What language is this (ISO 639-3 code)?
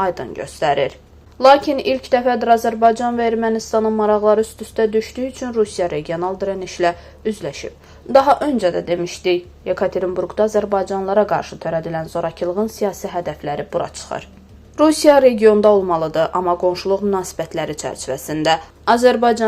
aze